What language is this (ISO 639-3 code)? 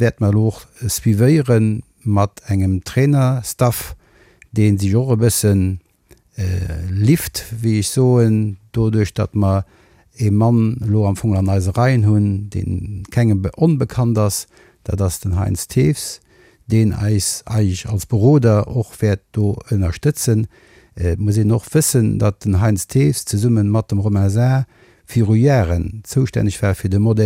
ltz